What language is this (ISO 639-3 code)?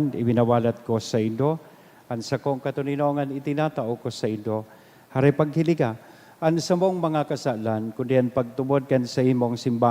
bik